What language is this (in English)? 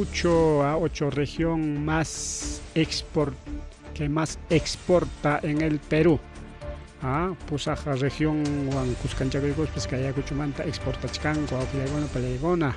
Ayacucho Quechua